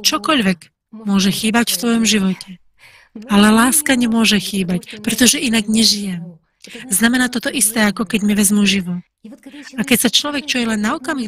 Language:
Slovak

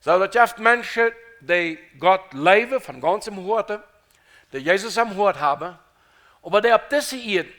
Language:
Plautdietsch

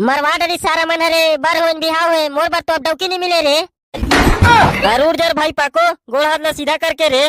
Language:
Chhattisgarhi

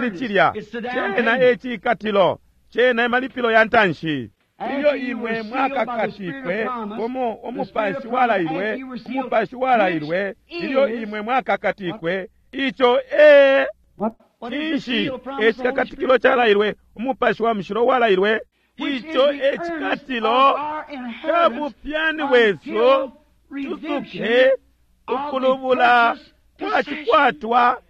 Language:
Bemba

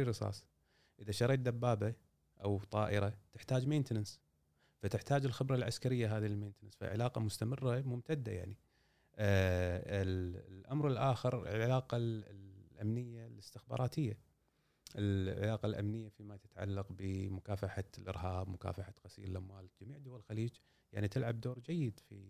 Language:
Gulf Arabic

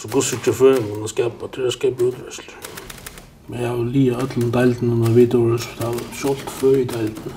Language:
Faroese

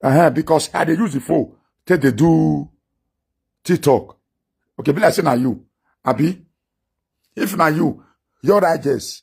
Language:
Nigerian Pidgin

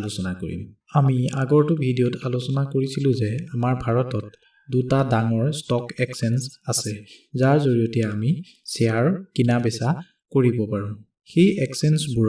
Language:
Assamese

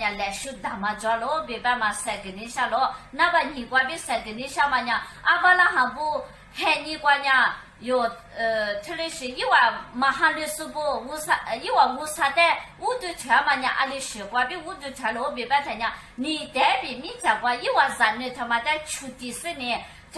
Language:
Lisu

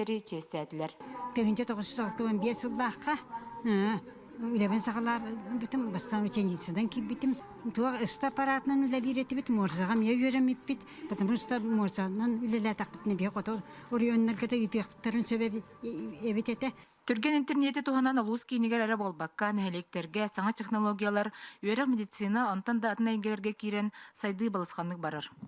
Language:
Yakut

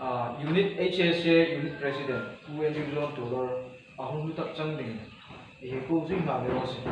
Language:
Hmar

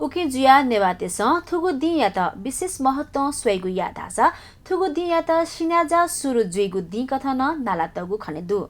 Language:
Newari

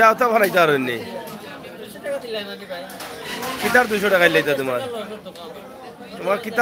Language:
Sylheti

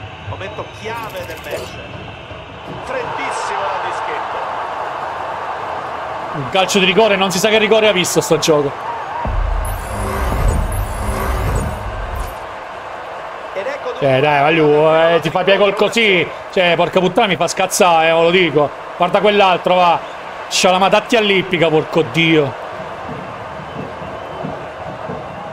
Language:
Italian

